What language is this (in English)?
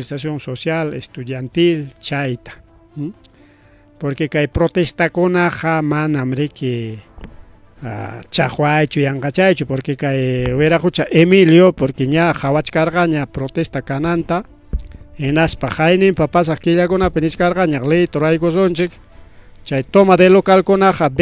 Ayacucho Quechua